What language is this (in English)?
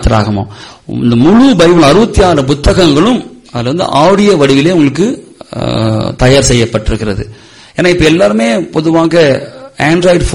Tamil